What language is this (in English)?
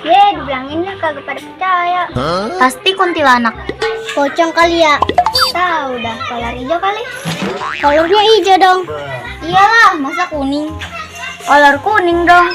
Betawi